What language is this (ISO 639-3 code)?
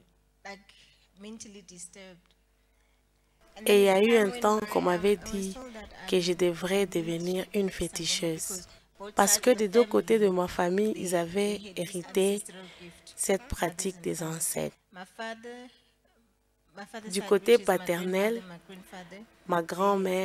fra